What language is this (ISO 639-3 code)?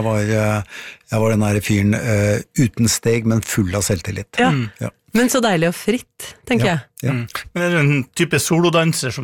nor